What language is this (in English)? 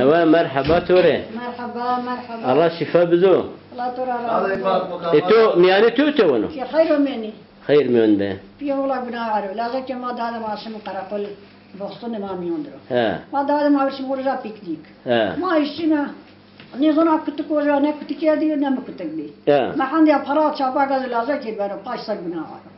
Zaza